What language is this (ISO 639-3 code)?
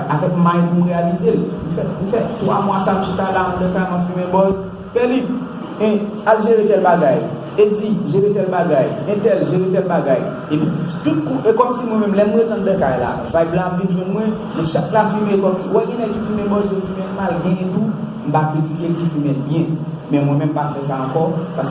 hat